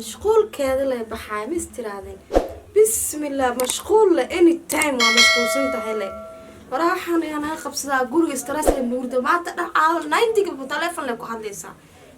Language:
Somali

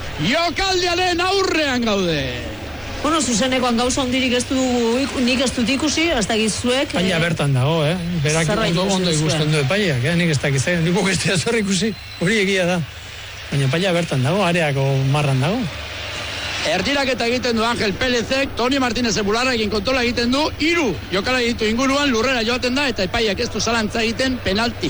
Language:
Basque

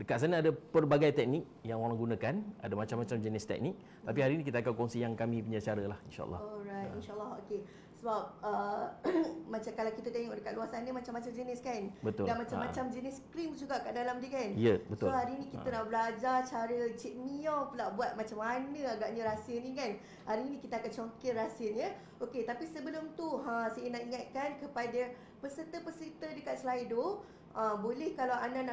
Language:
Malay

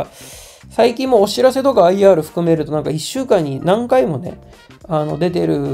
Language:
Japanese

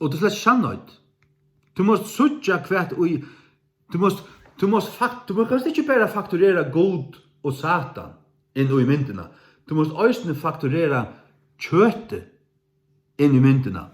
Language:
Faroese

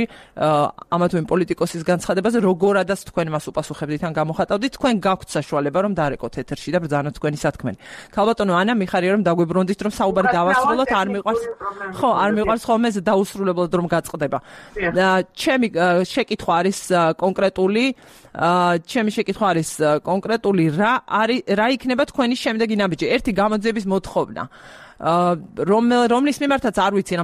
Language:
Georgian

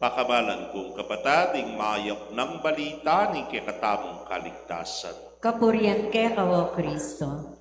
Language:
Pampanga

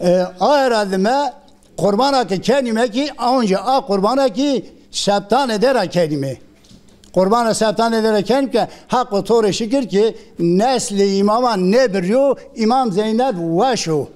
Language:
Zaza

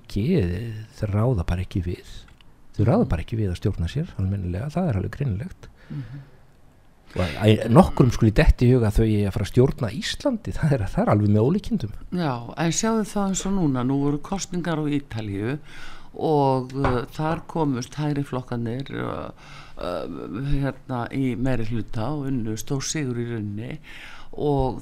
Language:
Icelandic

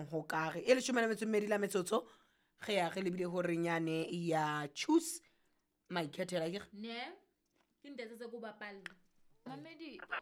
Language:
Southern Sotho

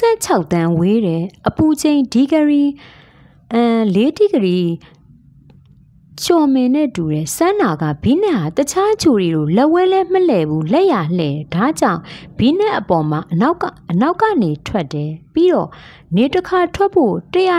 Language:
Burmese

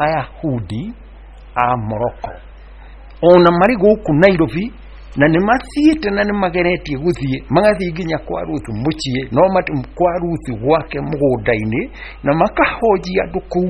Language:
Kikuyu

